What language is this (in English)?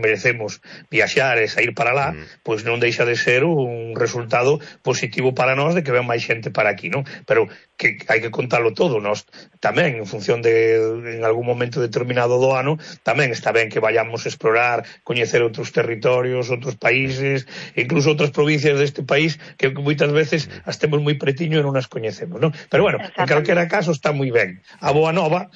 Galician